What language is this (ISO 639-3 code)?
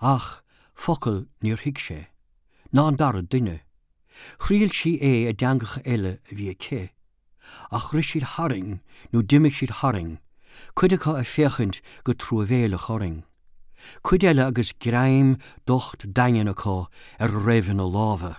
gle